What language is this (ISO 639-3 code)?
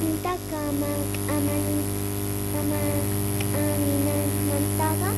quh